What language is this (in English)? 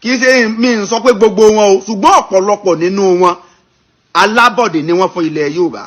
Yoruba